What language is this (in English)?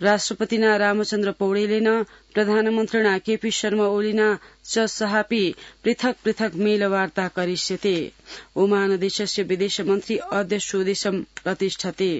Sanskrit